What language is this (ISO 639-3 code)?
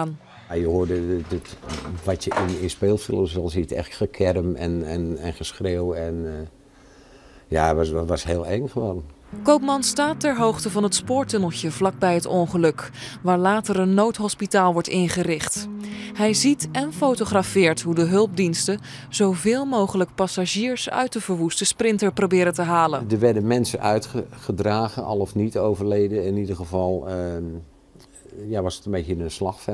nld